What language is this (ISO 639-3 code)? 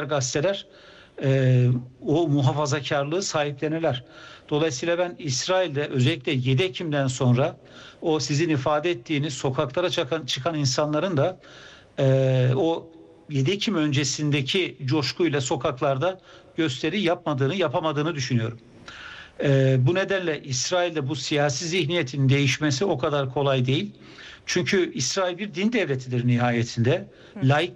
tur